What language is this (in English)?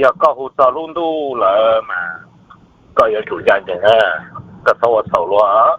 Hmong